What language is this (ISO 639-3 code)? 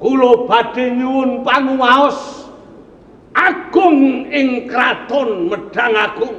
jav